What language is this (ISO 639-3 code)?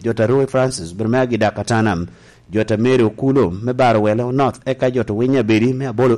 laj